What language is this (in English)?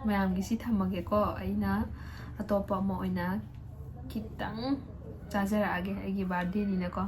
Manipuri